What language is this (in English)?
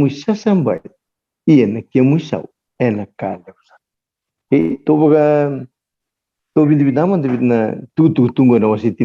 Fijian